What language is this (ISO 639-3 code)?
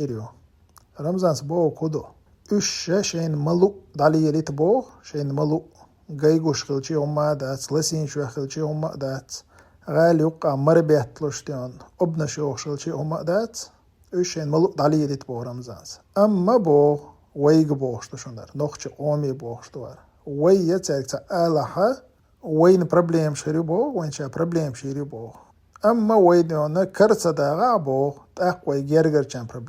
che